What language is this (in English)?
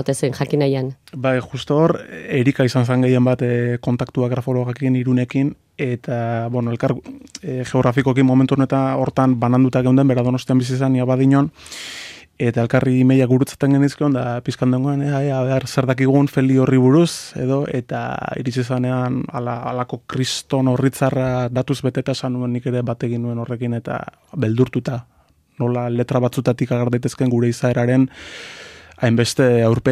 Basque